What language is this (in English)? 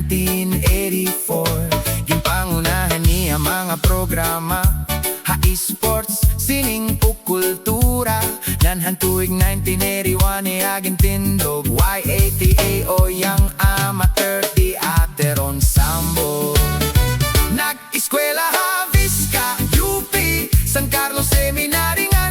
Waray